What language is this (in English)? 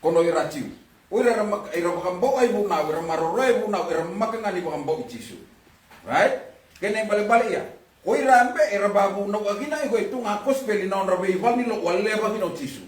Fijian